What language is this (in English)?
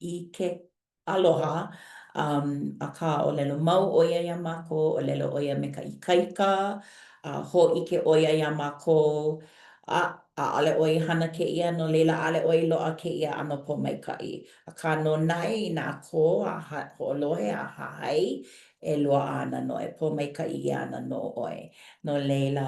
Hawaiian